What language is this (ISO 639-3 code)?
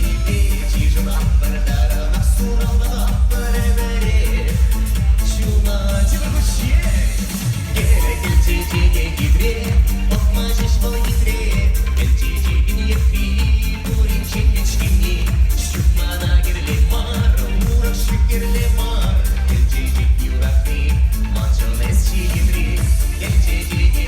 chv